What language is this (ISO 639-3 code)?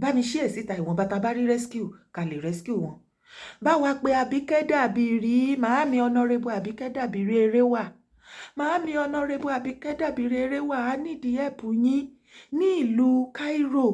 yor